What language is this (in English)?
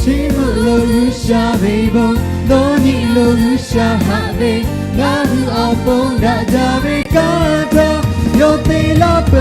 Lahu